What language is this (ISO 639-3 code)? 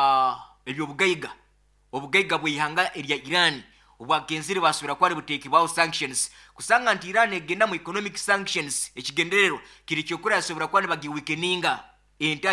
nyo